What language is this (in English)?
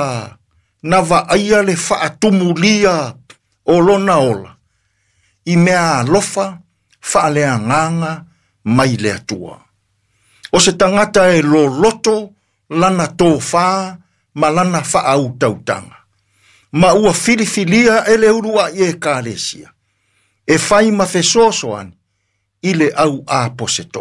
Samoan